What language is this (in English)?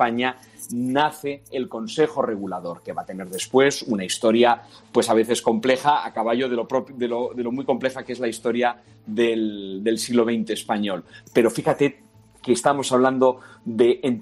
Spanish